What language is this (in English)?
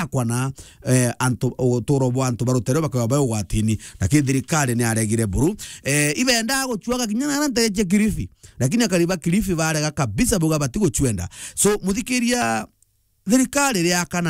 Meru